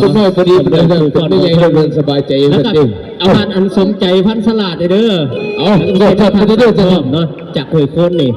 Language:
Northeastern Thai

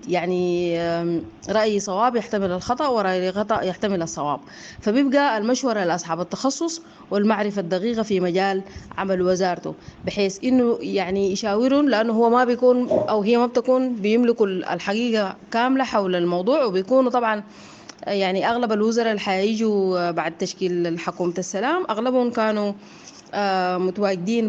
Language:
Sudanese Arabic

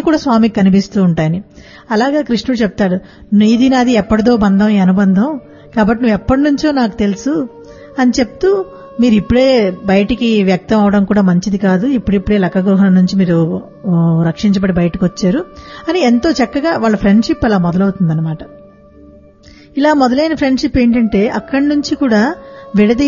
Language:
Telugu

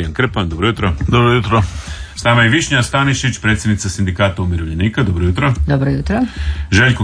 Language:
Croatian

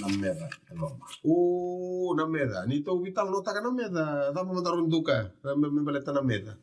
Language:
Fijian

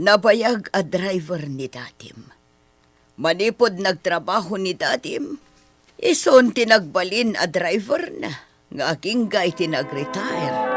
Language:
Iloko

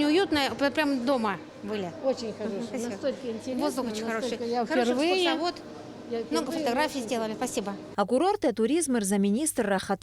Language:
Abkhazian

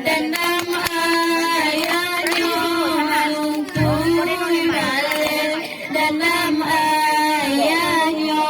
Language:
Minangkabau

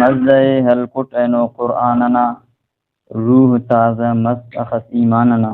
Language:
Brahui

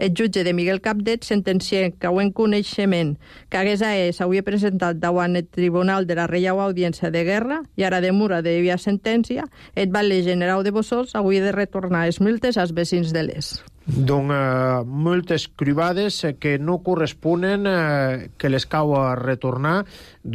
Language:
Catalan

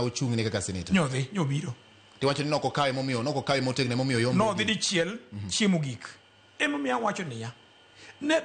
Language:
Luo (Kenya and Tanzania)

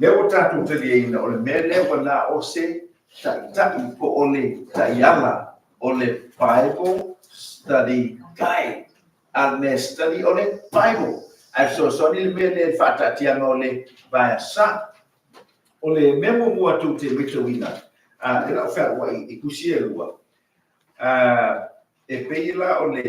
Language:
Samoan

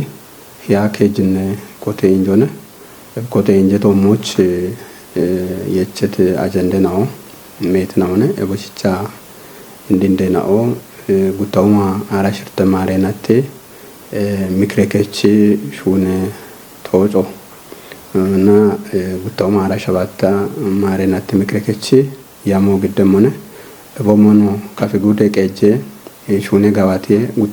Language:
Kafa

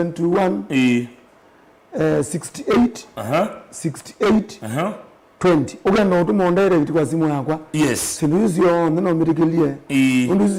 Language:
Kamba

